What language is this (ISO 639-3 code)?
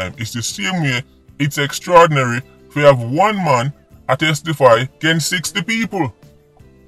jam